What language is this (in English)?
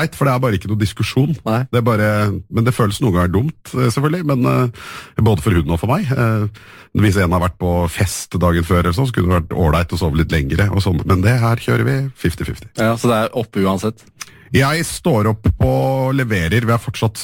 Norwegian